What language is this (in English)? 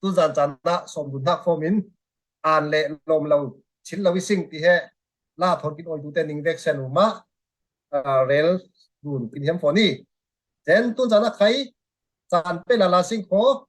Falam Chin